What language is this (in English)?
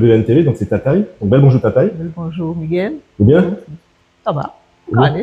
Guadeloupean Creole French